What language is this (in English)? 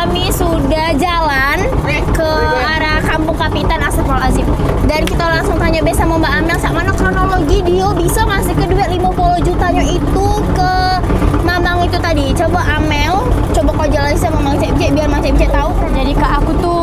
Musi